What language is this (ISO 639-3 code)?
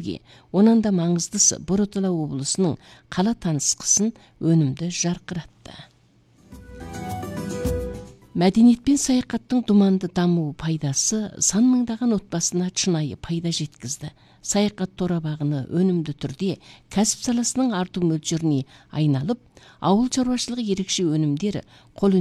kaz